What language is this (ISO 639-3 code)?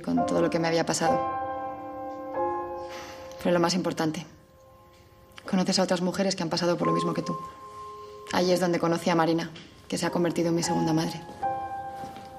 spa